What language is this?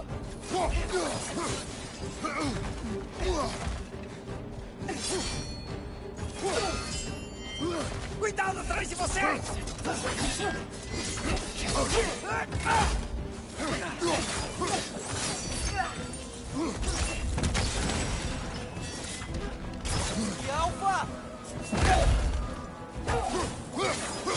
Portuguese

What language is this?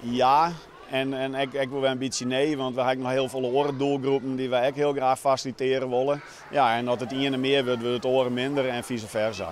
Western Frisian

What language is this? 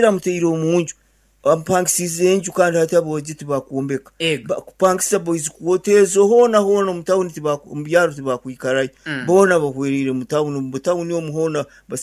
Nyankole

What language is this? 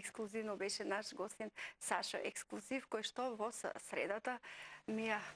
Macedonian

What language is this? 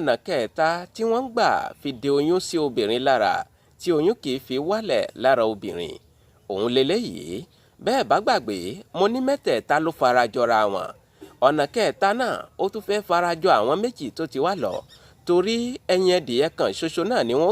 Yoruba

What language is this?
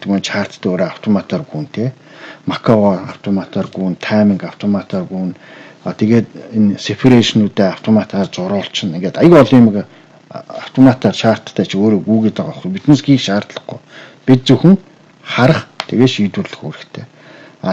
Mongolian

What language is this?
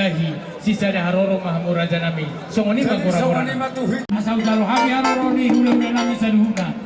Batak Toba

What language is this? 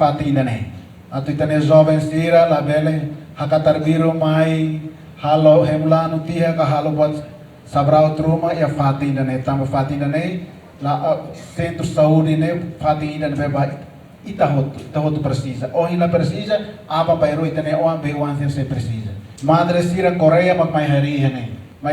Tetum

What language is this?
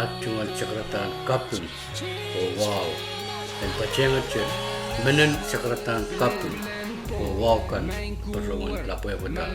Pohnpeian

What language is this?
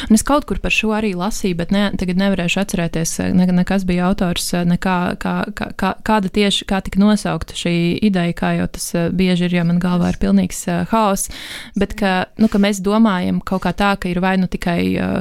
Latvian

